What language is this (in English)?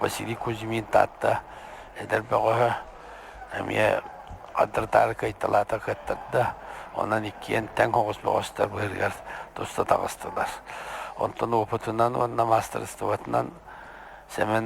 Yakut